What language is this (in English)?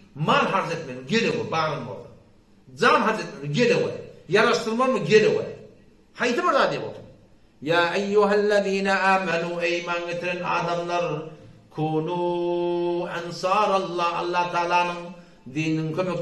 Turkmen